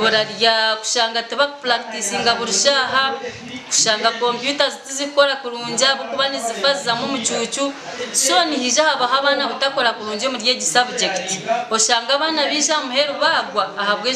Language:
Nyankole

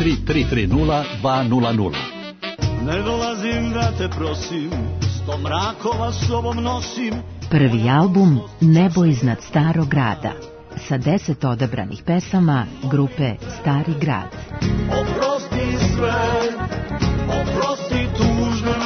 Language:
Serbian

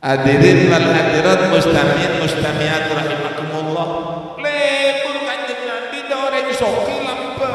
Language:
Madurese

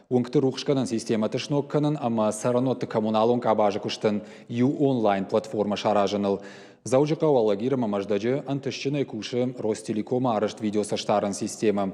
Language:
Ossetic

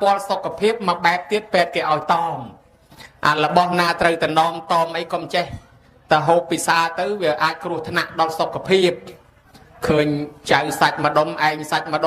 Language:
Khmer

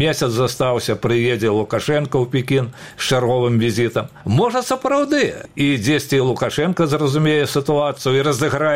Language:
Belarusian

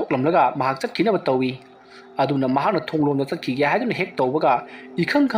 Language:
Manipuri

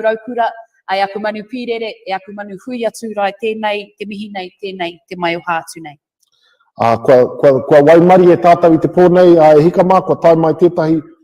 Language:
Māori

